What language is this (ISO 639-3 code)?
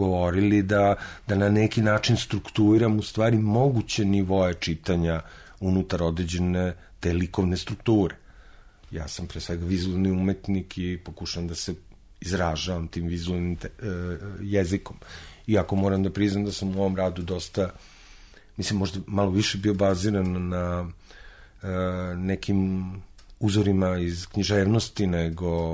srp